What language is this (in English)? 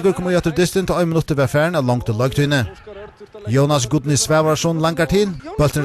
Faroese